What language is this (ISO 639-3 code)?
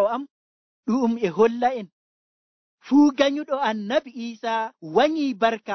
fuv